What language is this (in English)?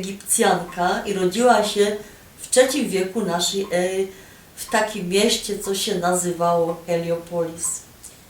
Silesian